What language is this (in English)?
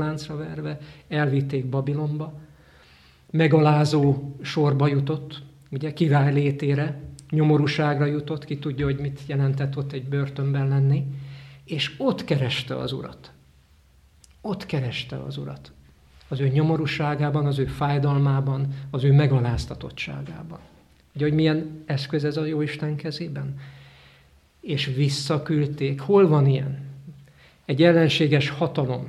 Hungarian